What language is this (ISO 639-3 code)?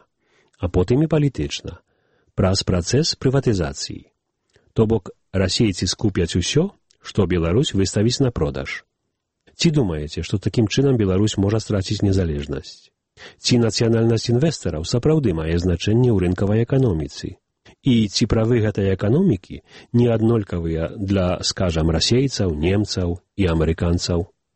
bel